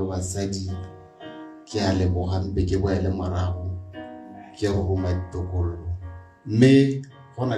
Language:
Tswana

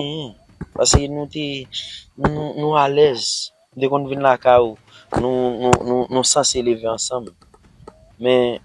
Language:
Haitian Creole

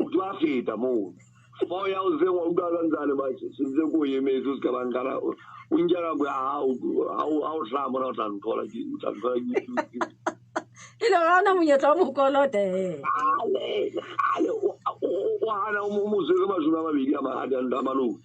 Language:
Southern Sotho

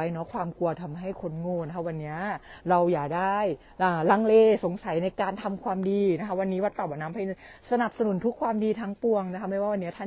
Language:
Thai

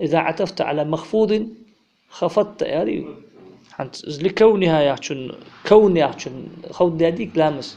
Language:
Ingush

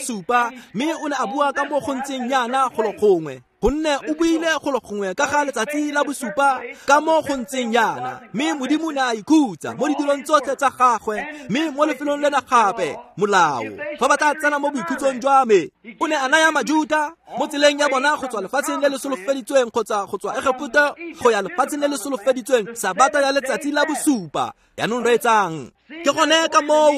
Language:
Tswana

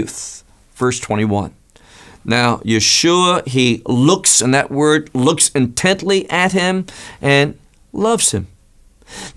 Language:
English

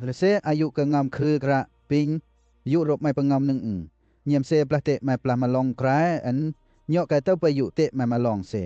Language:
Western Lawa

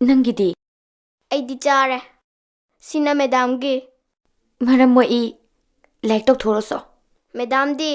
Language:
Manipuri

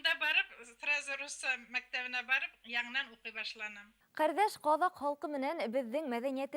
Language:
Bashkir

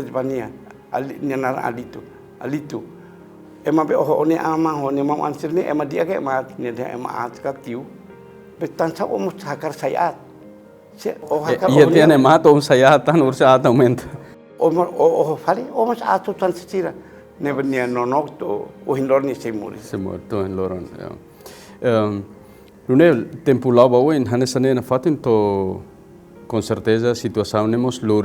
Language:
Tetum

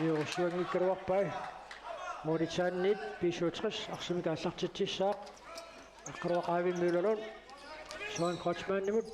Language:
Kalaallisut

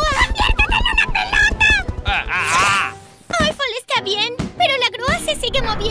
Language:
Spanish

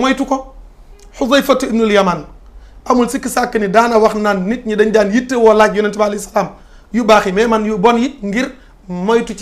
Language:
Wolof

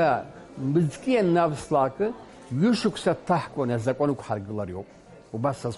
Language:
Abkhazian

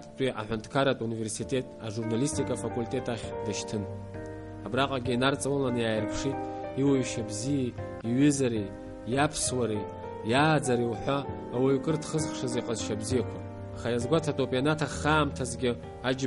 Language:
Abkhazian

